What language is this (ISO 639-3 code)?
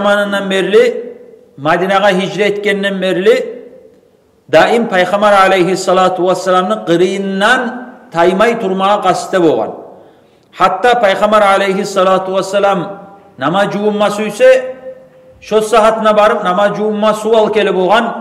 kum